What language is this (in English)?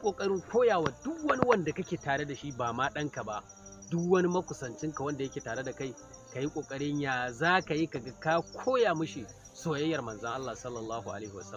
Hausa